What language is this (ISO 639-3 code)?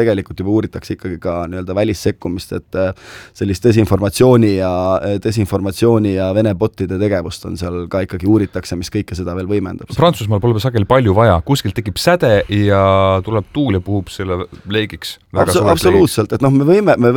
est